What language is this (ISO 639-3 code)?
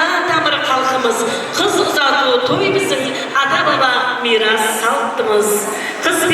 kaa